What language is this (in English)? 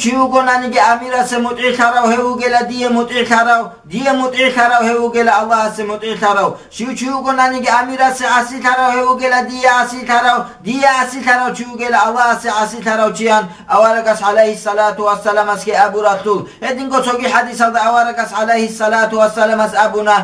Avaric